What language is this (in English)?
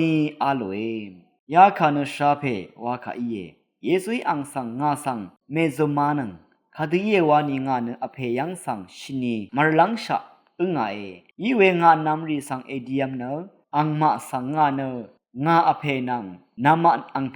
Rawang